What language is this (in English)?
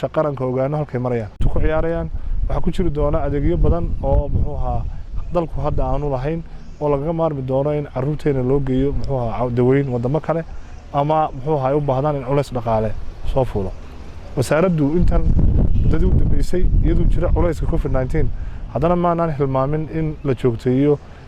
Somali